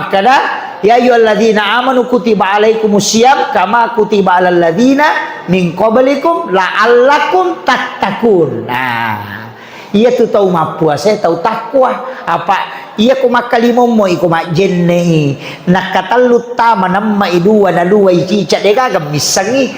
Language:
Buginese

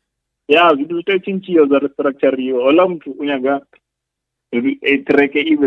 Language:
Venda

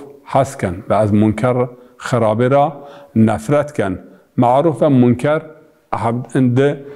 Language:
Zaza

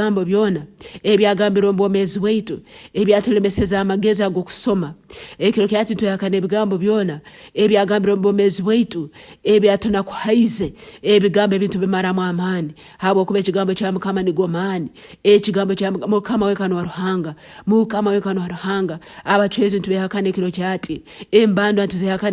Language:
Nyankole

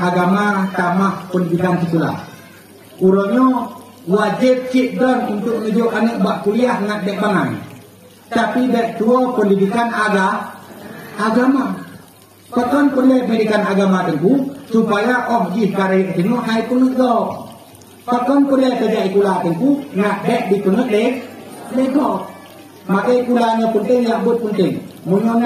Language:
Achinese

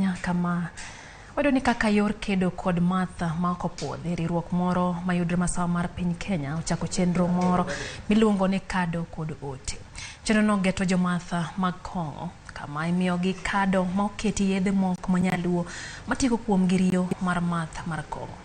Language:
Luo (Kenya and Tanzania)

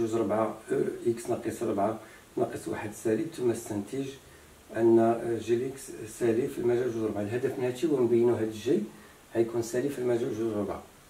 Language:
Moroccan Arabic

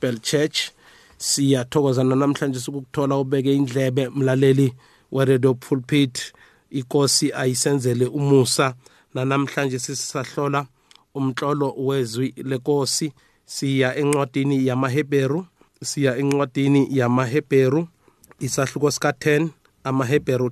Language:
South Ndebele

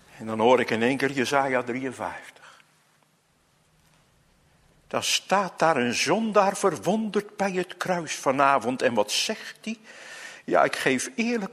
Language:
Dutch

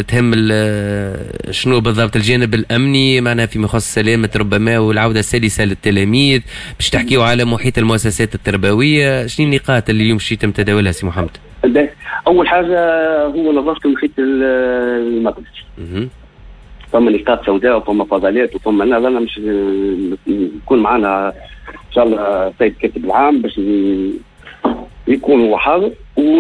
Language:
Tunisian Arabic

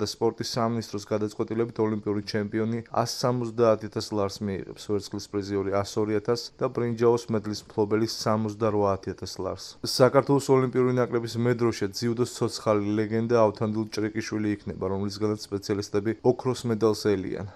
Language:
Georgian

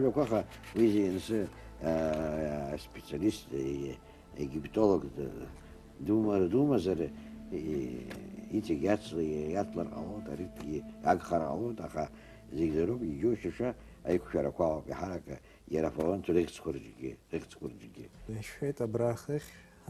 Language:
Abkhazian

